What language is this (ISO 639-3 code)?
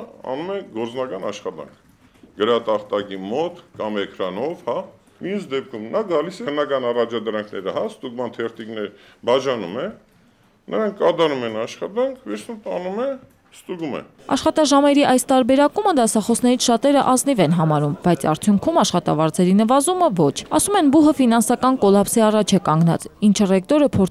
hye